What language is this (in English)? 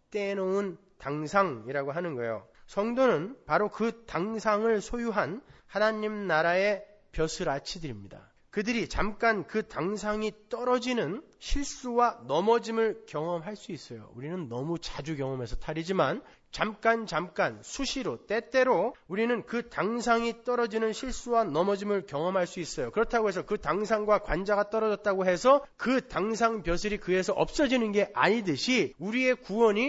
Korean